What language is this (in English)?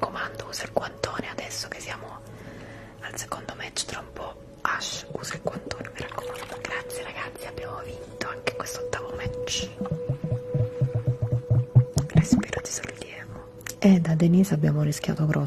Italian